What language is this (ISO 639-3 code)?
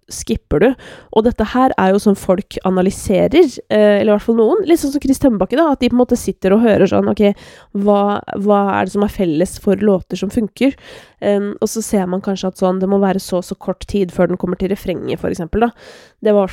nor